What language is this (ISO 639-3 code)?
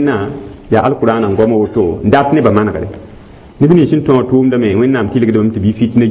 mos